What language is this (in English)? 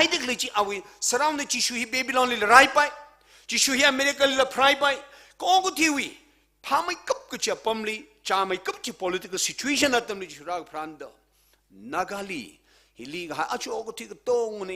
Tangkhul Naga (India)